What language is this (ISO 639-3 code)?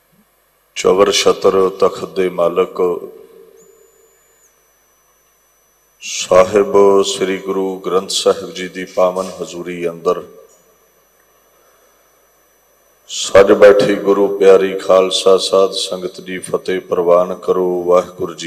pan